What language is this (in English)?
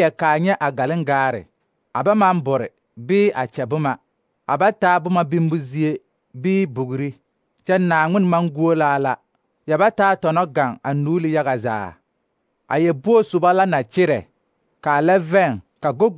Southern Dagaare